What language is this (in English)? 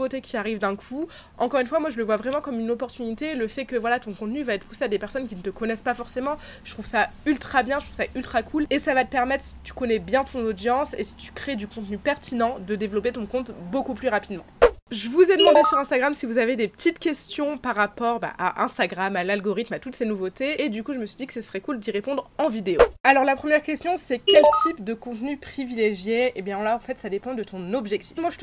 French